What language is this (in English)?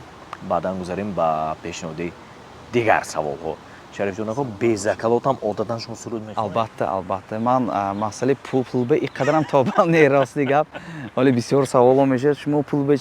Tajik